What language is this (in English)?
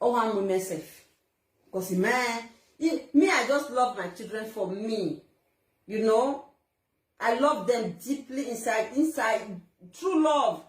Nigerian Pidgin